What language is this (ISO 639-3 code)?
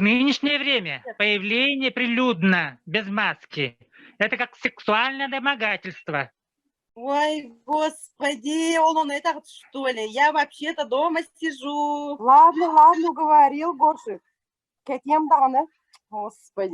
sah